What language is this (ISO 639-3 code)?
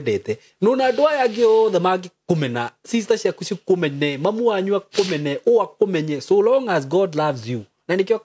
kik